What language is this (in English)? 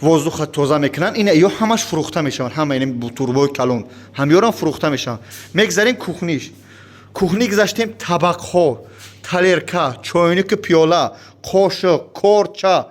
Tajik